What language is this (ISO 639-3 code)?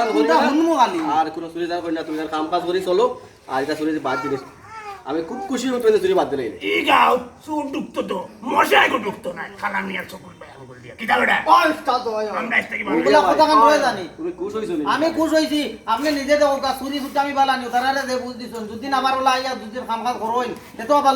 syl